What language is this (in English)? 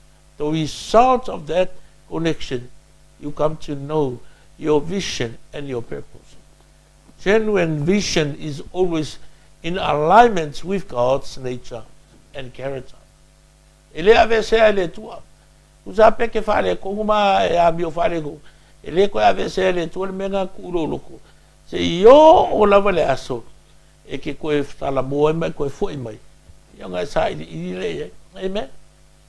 Samoan